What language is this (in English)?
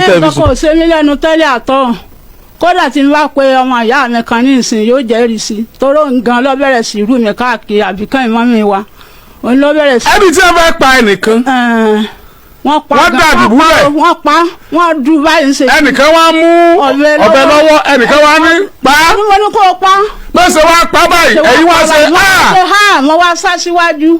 Yoruba